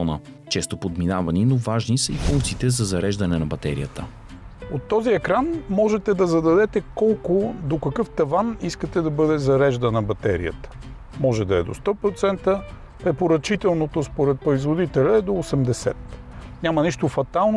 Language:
Bulgarian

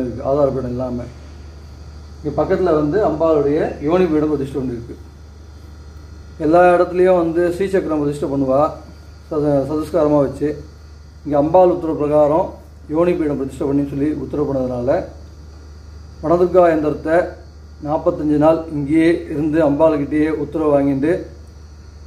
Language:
Tamil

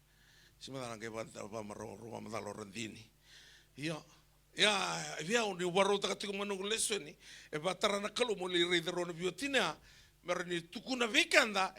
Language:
Fijian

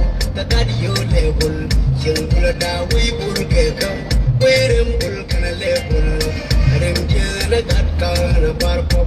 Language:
Nuer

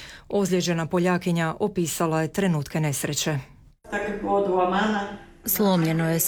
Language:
Croatian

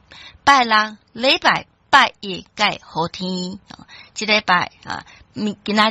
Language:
Min Nan Chinese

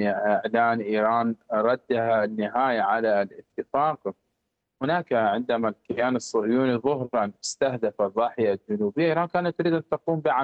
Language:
Arabic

